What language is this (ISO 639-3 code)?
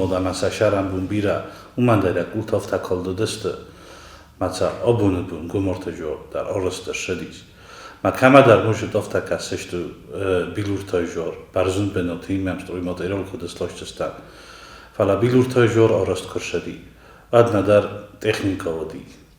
oss